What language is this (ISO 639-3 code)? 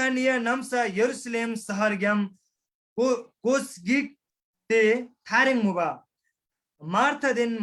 taj